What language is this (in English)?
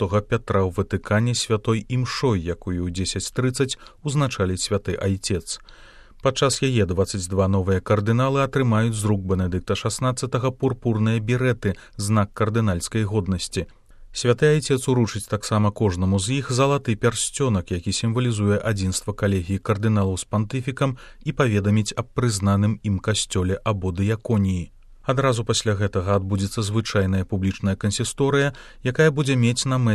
Belarusian